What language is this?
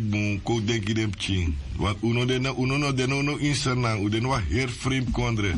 Sranan Tongo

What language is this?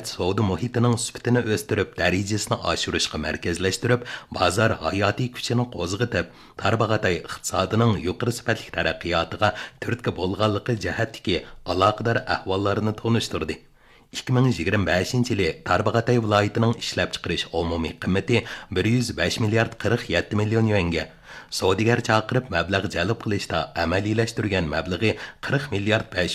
Uyghur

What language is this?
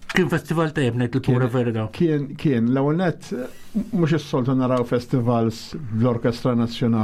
Maltese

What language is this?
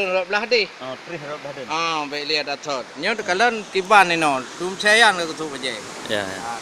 Achinese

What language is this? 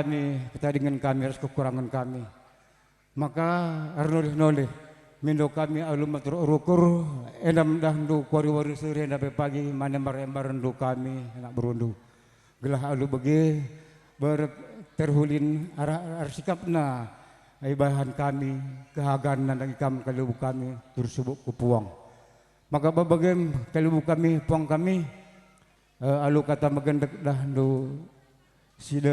Batak Karo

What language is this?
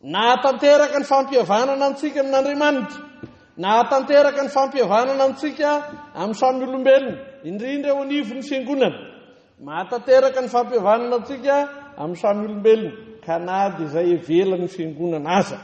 Malagasy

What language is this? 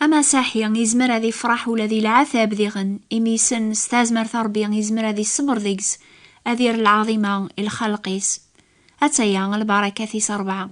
Kabyle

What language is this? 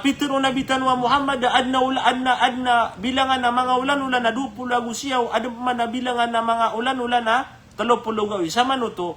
Maranao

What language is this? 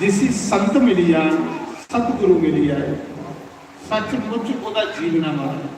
Dogri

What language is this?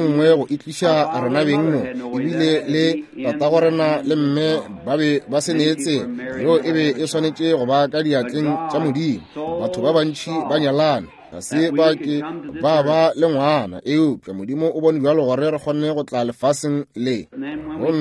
Northern Sotho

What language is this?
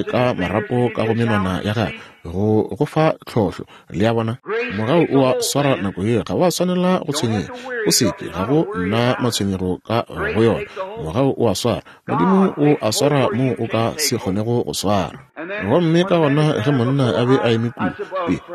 Northern Sotho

